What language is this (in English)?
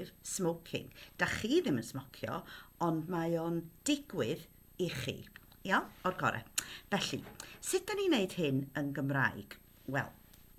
Welsh